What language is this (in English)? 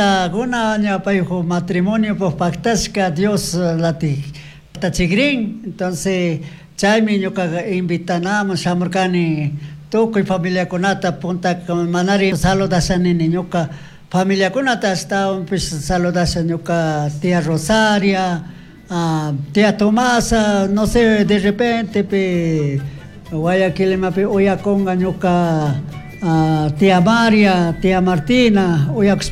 Chimborazo Highland Quichua